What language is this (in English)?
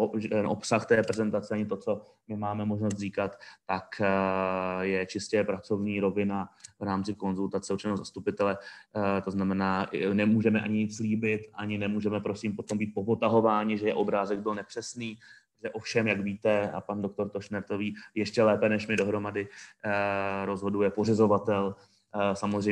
Czech